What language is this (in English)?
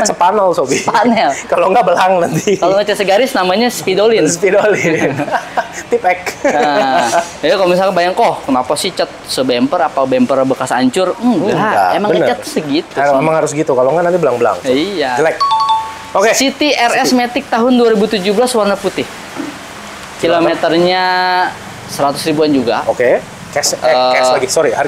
Indonesian